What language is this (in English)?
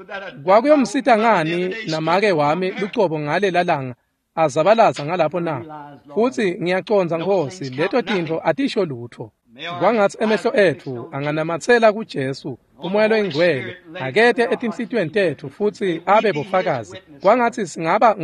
Swati